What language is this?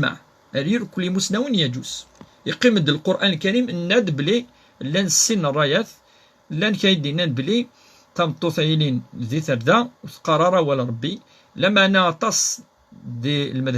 Kabyle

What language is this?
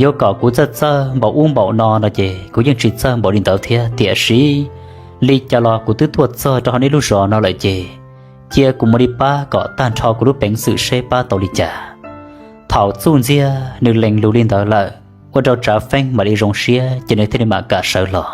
Hmong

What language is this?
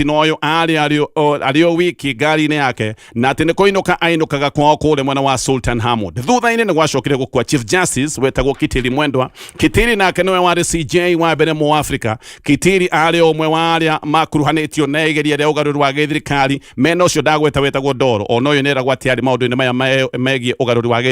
Kikuyu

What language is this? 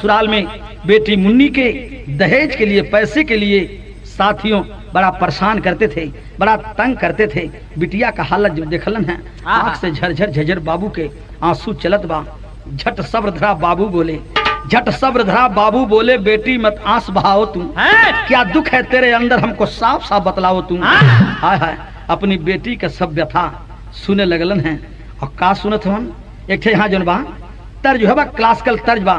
Bhojpuri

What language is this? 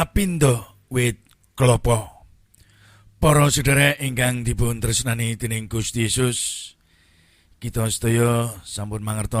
Javanese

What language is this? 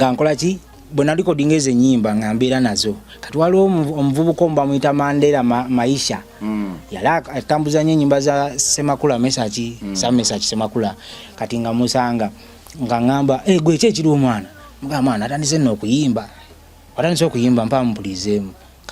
Ganda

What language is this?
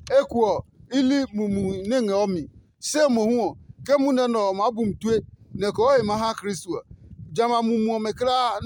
Adangme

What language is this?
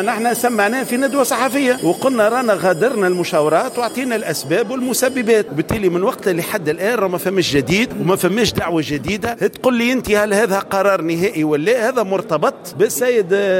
Tunisian Arabic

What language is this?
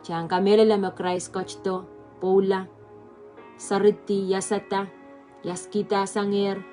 Pohnpeian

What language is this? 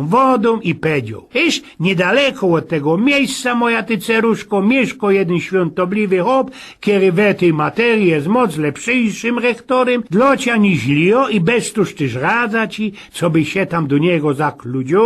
Silesian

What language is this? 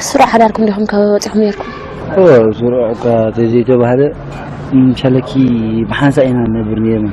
Tigrinya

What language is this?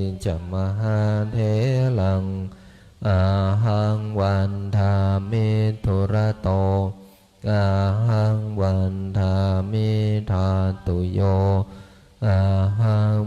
Pali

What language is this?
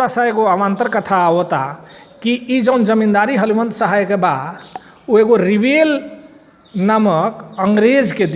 Bhojpuri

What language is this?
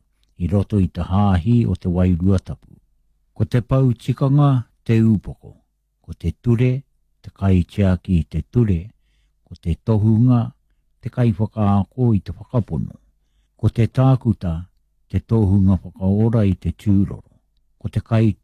Māori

